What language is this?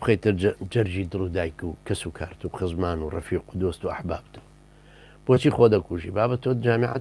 Central Kurdish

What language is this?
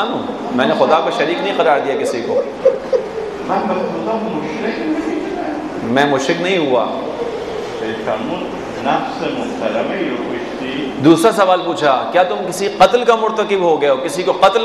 Urdu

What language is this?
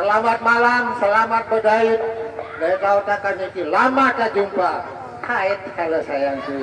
Sasak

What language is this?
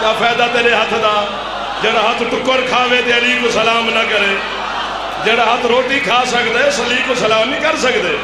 Saraiki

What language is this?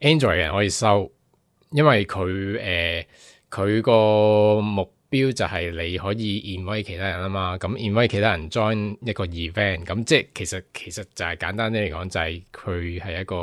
Cantonese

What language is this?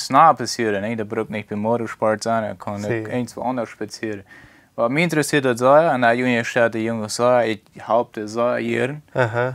Plautdietsch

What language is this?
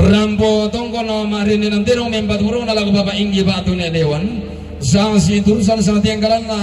Toraja-Sa'dan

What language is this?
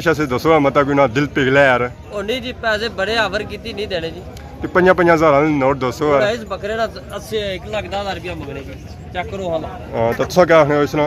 Pahari-Potwari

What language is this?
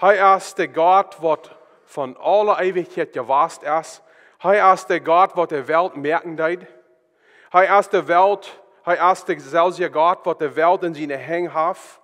Plautdietsch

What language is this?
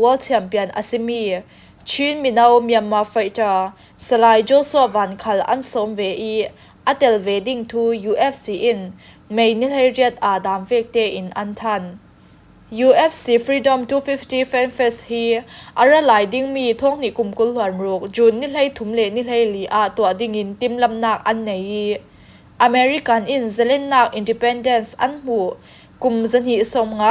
Falam Chin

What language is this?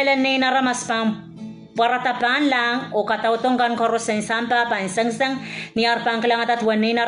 Pohnpeian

